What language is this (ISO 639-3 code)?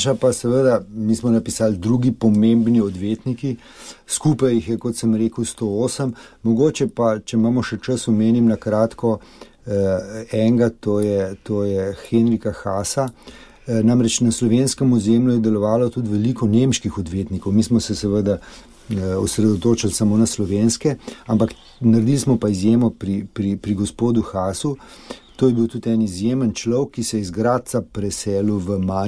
slv